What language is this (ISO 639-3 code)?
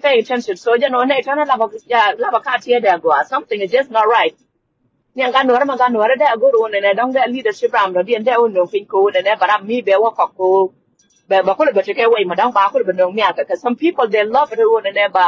nus